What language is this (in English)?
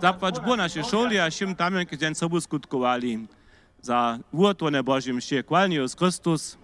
Upper Sorbian